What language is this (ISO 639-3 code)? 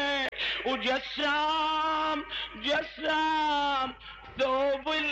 acm